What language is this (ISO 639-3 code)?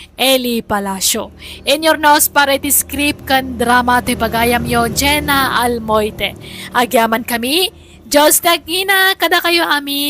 ilo